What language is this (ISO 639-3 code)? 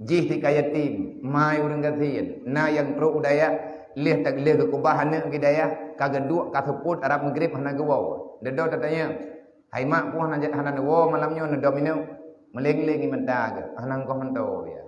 ace